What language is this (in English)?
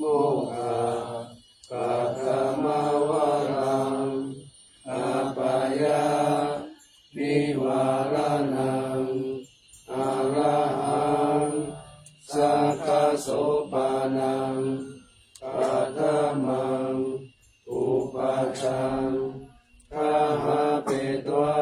Pali